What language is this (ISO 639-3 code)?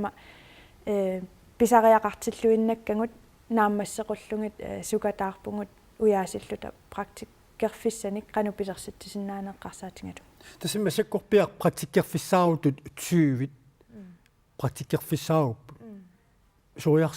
kal